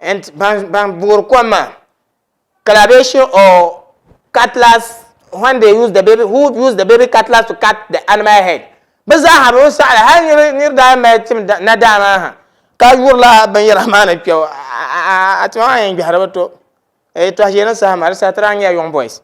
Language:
Dagbani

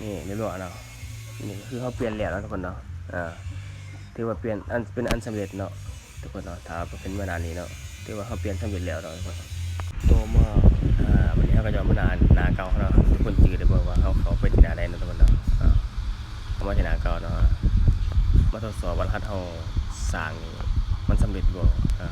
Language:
Lao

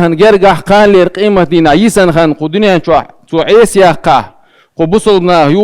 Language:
Chechen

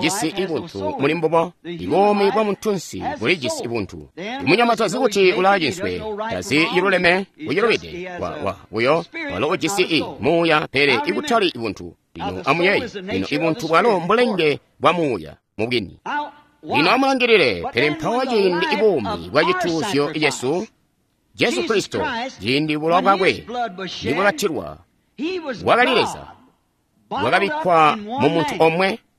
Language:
Tonga (Zambia)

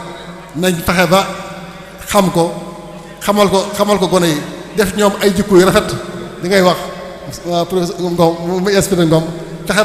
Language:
Wolof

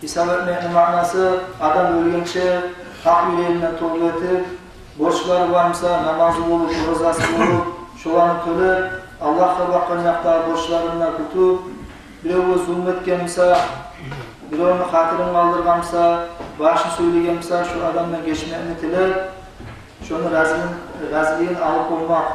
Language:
Kumyk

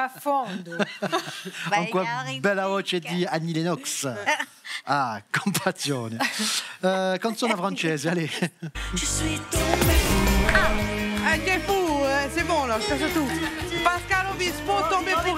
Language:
Corsican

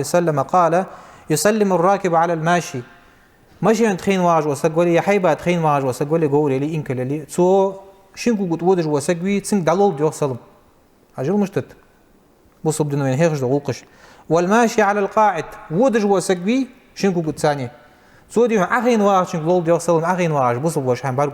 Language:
Ingush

